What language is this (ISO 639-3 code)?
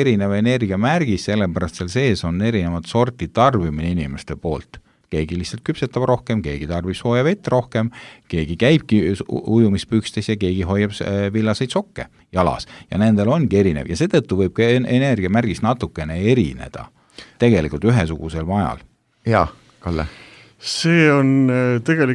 est